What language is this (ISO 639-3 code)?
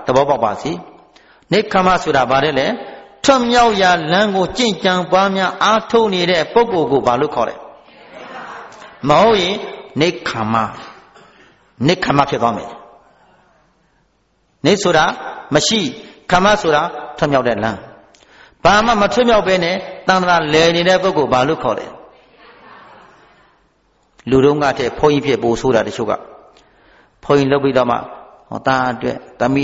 mya